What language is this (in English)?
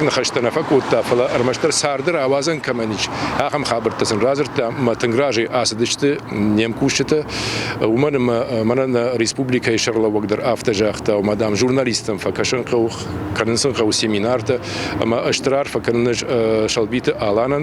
Ossetic